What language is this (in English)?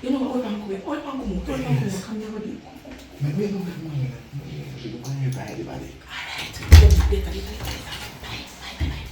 Jamaican Creole English